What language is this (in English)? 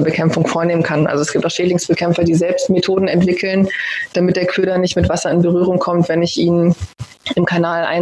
German